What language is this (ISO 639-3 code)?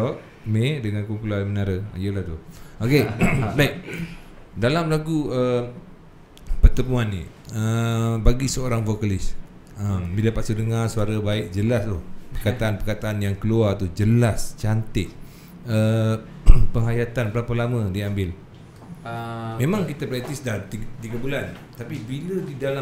msa